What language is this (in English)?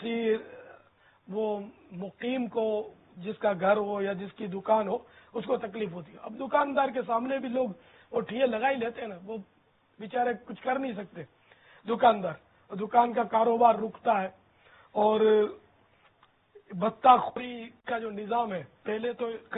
Urdu